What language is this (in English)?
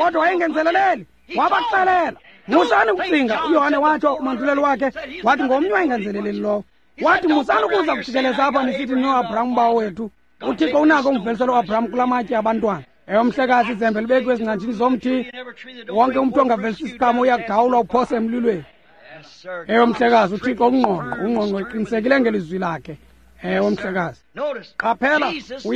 Xhosa